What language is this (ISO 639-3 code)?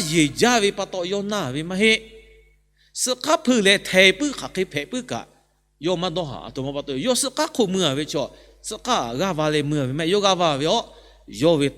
lhu